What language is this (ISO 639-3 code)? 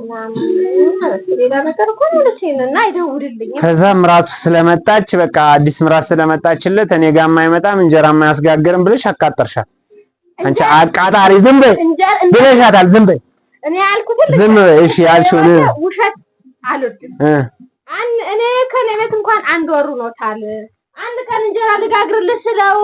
amh